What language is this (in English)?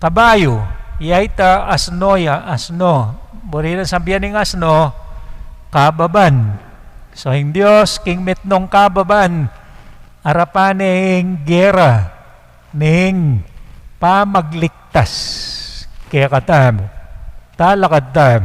Pampanga